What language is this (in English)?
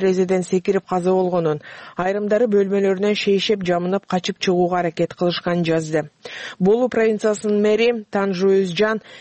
Kyrgyz